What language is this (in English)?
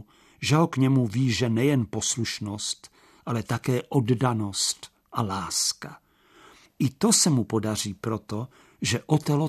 Czech